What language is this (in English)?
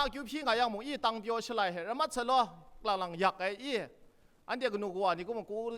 Kachin